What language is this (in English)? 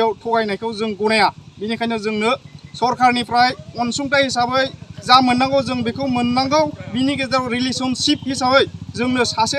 Bodo